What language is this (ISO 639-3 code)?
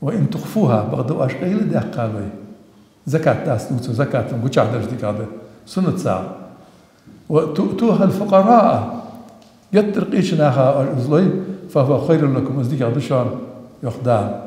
inh